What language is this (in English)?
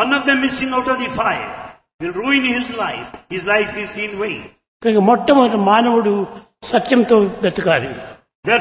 Telugu